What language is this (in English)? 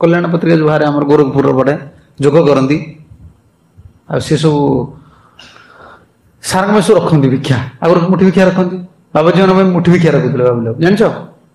Odia